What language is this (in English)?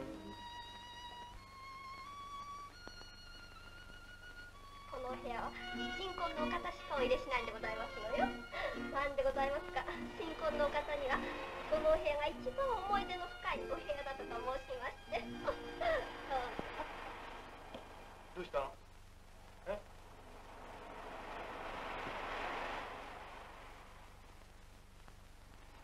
Japanese